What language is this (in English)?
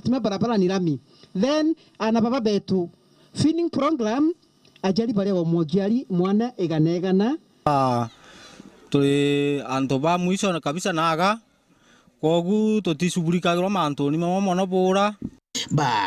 Meru